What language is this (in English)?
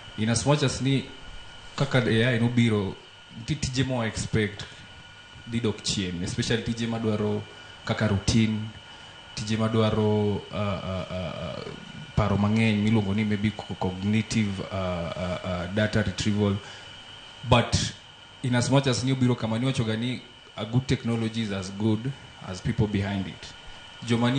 Luo (Kenya and Tanzania)